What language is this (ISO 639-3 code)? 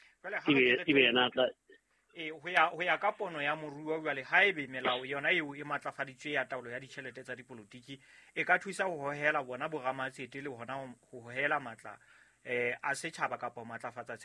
sot